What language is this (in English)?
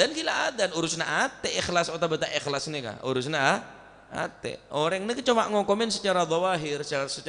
Madurese